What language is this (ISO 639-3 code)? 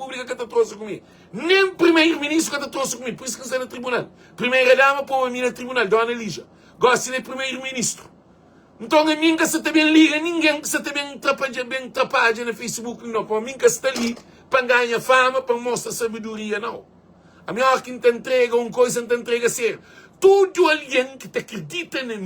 kea